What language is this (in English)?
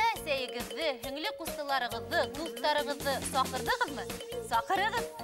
Bashkir